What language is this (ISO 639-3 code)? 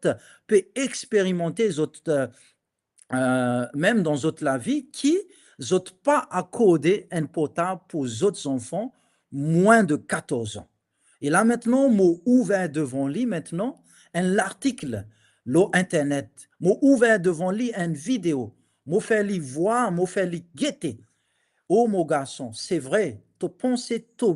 mfe